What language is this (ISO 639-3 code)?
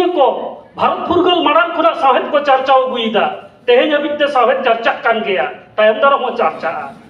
sat